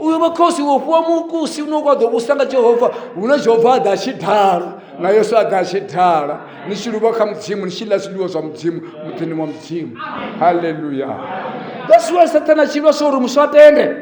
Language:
Venda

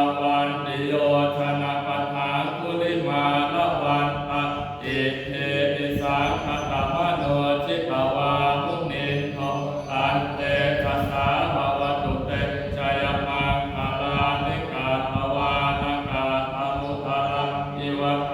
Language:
Pali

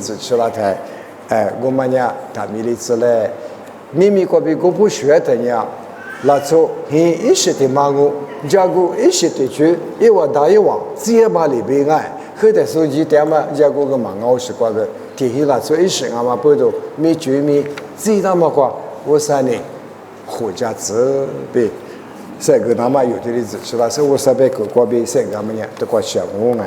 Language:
Lisu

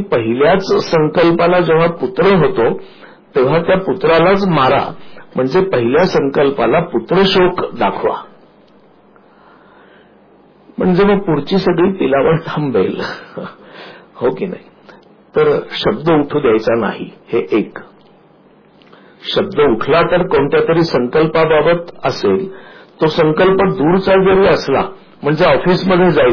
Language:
Marathi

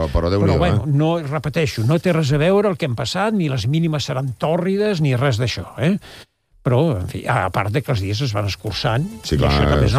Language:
Catalan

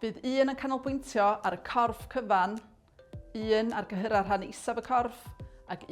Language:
Welsh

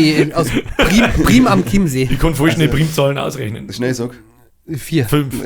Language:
Bavarian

